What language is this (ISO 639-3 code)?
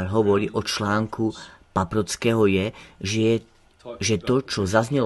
slk